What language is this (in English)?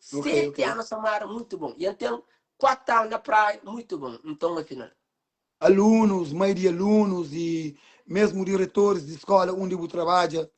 Kabuverdianu